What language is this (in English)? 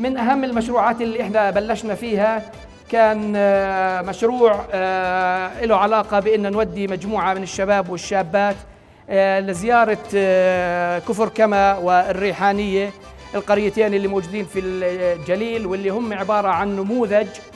North Levantine Arabic